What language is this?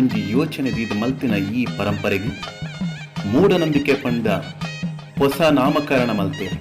Tulu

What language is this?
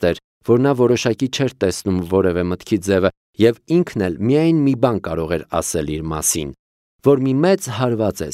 Armenian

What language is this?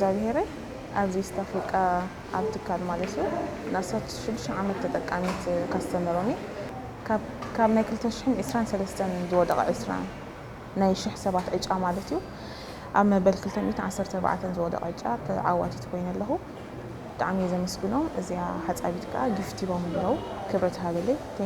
Tigrinya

